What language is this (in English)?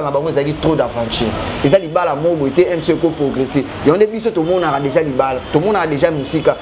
Lingala